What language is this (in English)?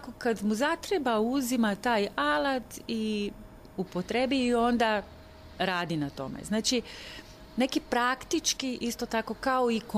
Serbian